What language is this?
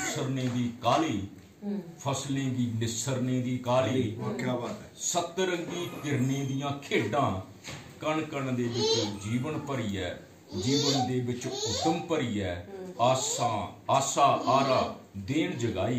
Dogri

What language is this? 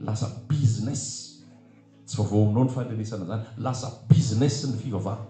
Malagasy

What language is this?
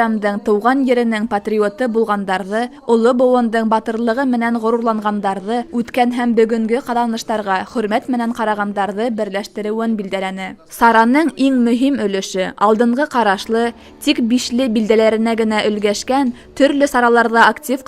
Bashkir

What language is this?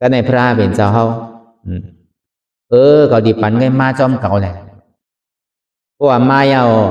Shan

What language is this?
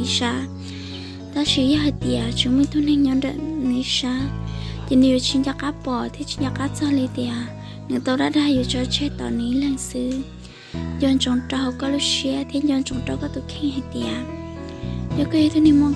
Hmong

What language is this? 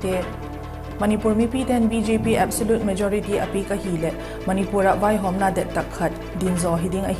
Vaiphei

